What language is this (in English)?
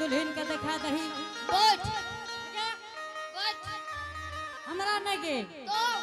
Angika